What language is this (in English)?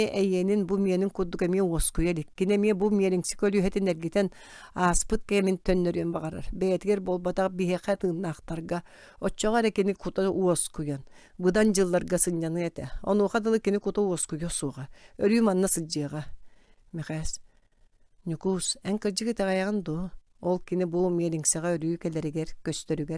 Yakut